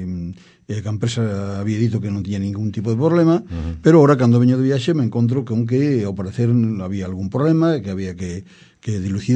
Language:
Galician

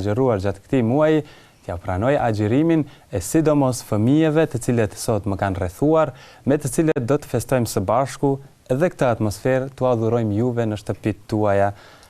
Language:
Albanian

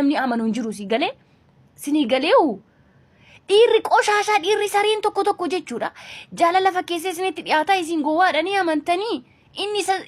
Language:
Oromo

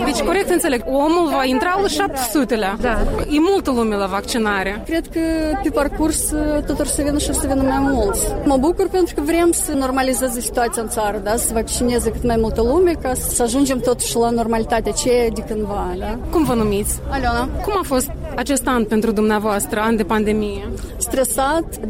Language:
Romanian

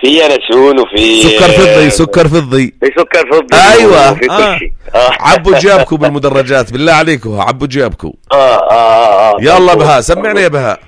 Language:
North Levantine Arabic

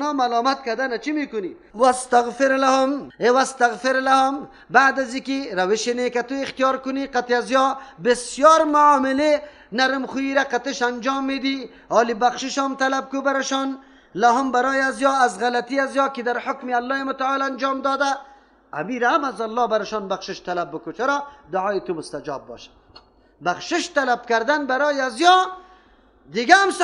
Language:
Persian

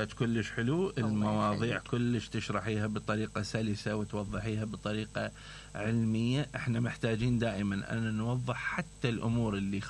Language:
Mesopotamian Arabic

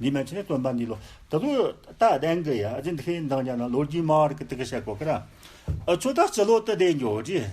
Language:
Tibetan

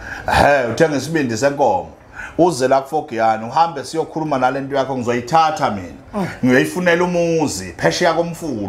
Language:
Zulu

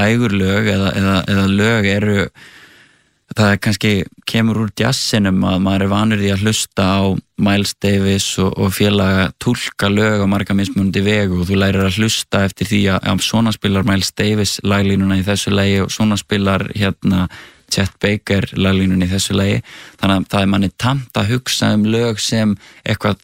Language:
Icelandic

